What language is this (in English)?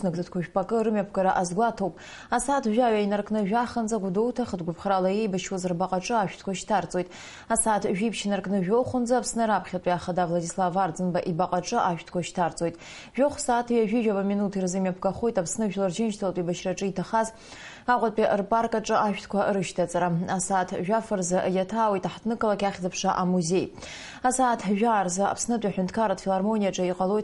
Abkhazian